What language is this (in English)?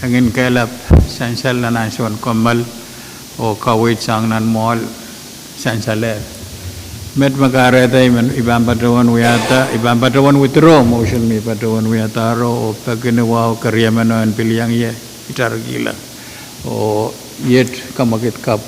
Pohnpeian